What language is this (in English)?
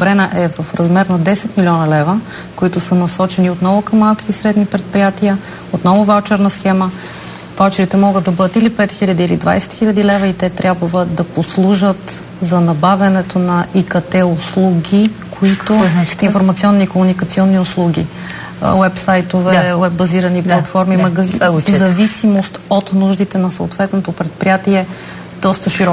Bulgarian